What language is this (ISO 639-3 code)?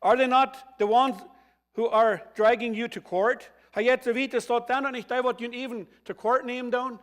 pdt